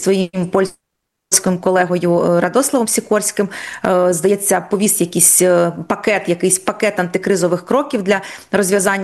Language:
Ukrainian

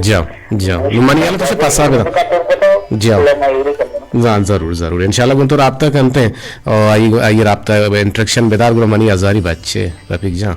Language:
Eastern Balochi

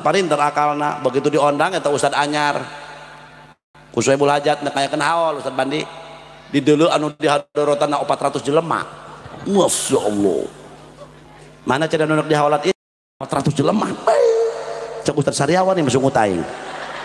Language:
Sundanese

